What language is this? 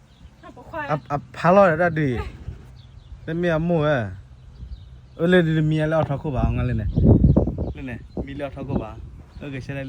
S'gaw Karen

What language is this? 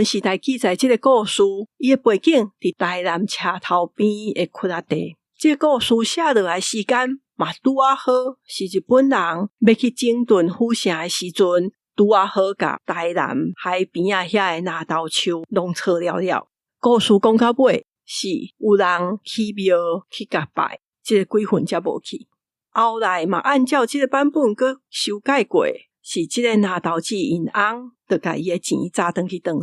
Min Nan Chinese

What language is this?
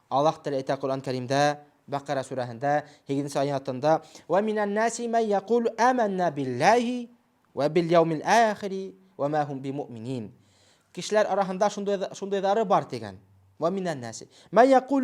Bashkir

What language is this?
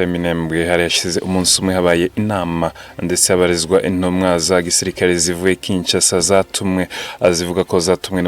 Kinyarwanda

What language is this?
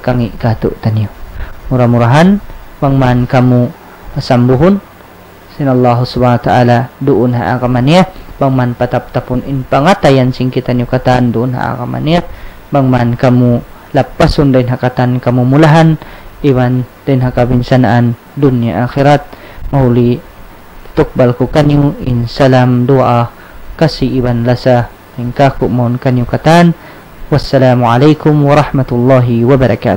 Tausug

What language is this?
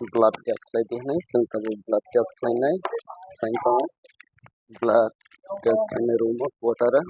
Kok Borok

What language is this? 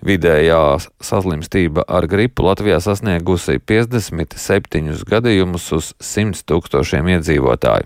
Latvian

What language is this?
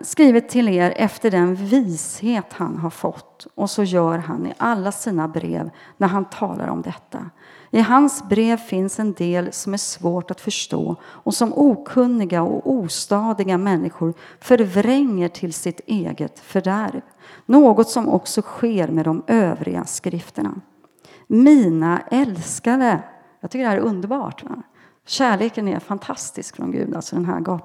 Swedish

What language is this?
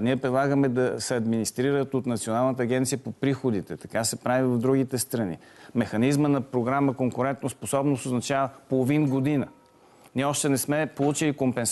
Bulgarian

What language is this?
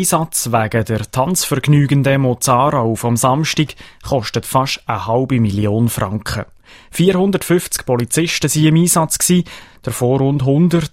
German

